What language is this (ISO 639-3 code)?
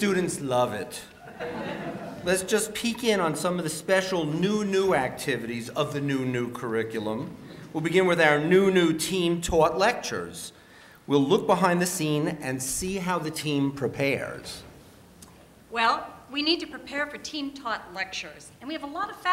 eng